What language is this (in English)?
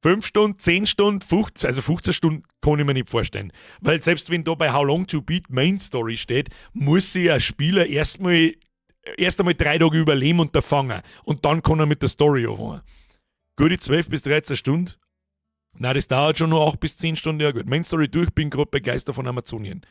Bavarian